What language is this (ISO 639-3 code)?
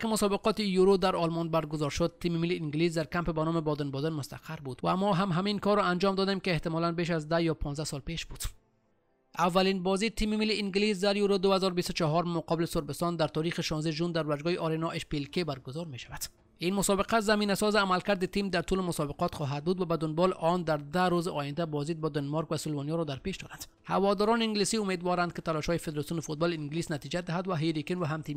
fas